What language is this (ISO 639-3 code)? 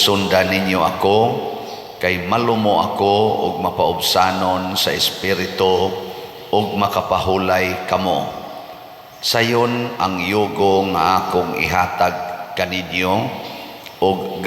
ceb